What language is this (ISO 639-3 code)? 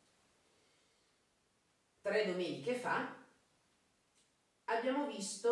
ita